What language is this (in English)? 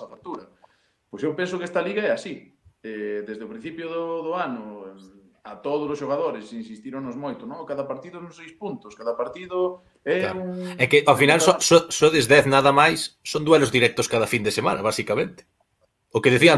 Galician